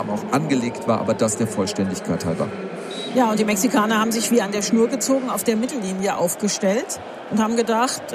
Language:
German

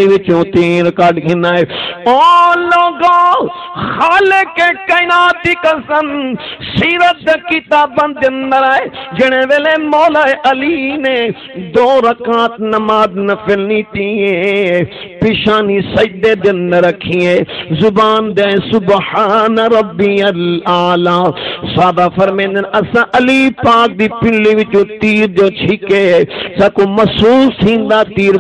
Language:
Saraiki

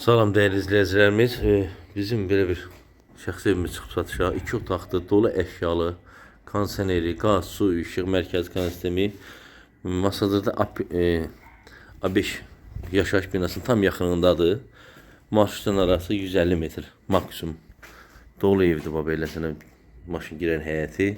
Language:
Azerbaijani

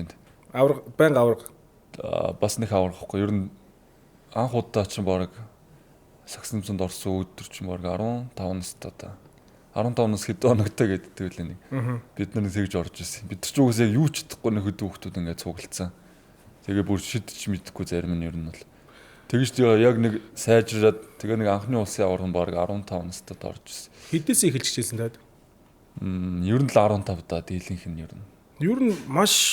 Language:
Mongolian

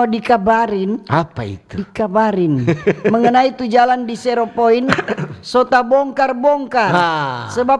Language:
Manado Malay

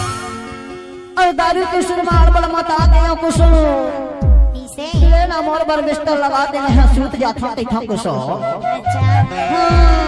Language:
Chhattisgarhi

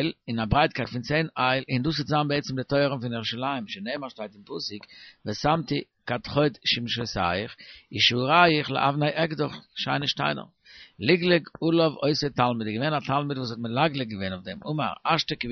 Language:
Yiddish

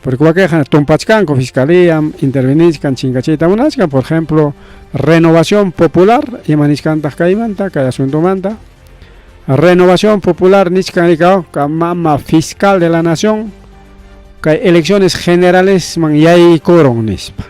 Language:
Ayacucho Quechua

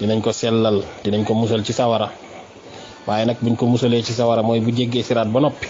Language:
Wolof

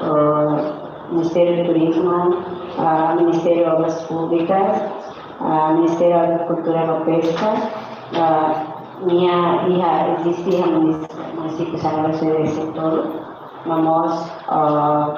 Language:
Tetum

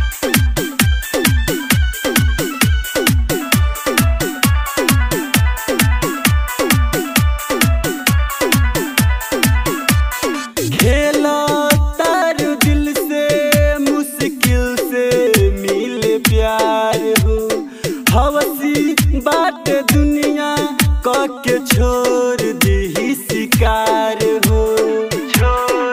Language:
Bhojpuri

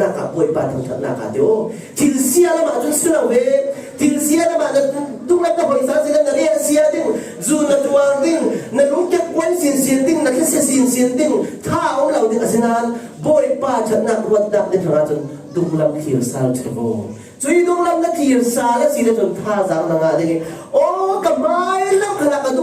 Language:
Falam Chin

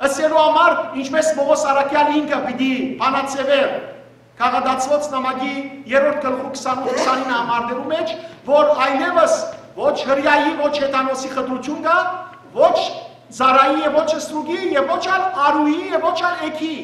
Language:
Western Armenian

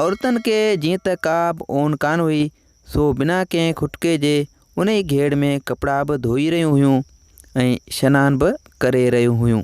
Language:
Sindhi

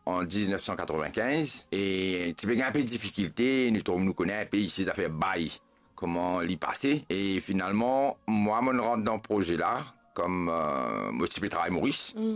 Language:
Morisyen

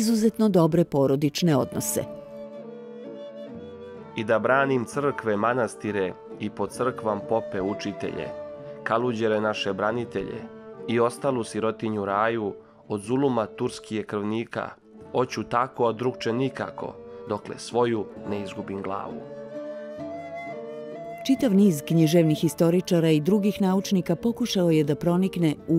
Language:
Serbian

